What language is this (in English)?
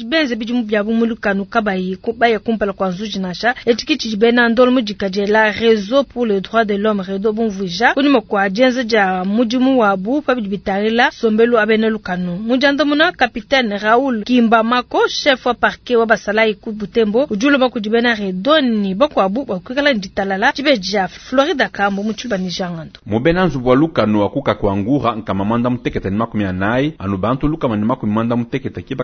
Luba-Lulua